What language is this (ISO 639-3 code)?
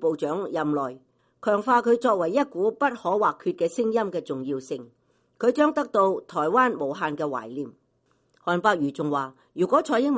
yue